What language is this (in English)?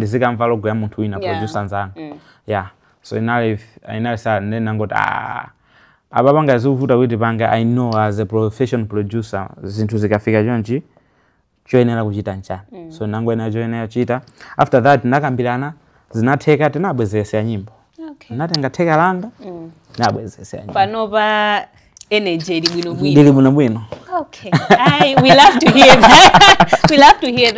Nyanja